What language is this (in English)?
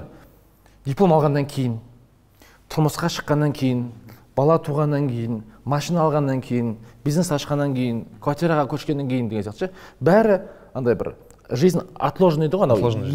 Kazakh